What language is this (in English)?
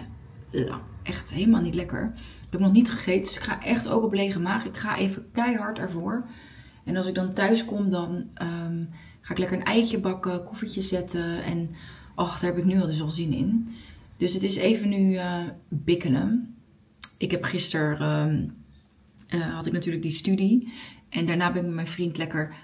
Dutch